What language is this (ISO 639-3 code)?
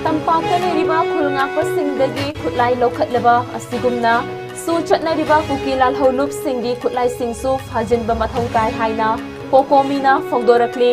mni